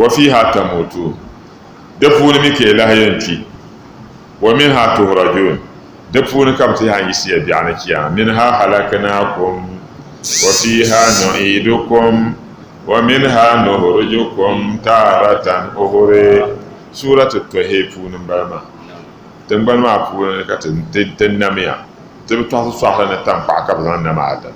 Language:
Dagbani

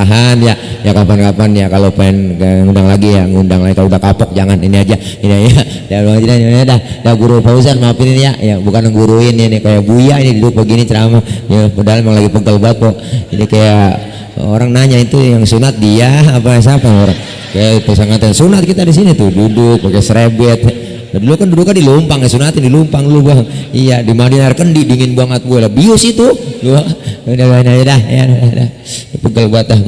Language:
Betawi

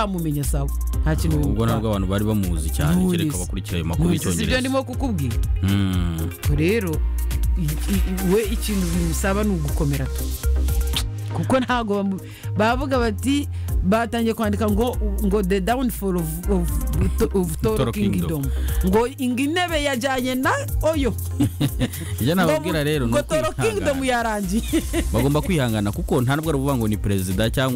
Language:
Kinyarwanda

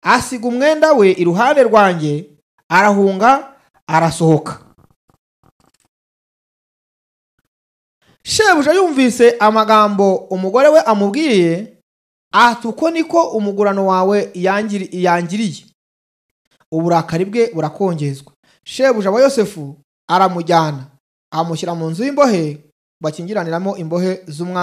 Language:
Kinyarwanda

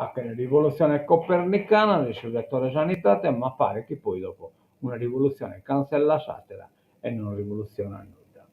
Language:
Sardinian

